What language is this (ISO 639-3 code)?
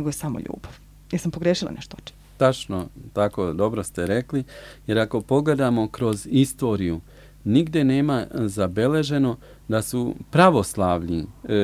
srp